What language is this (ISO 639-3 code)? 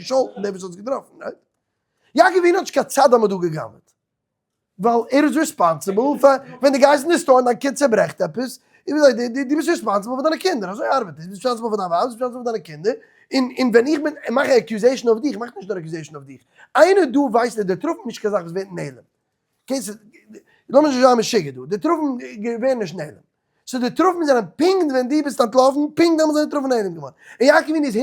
yid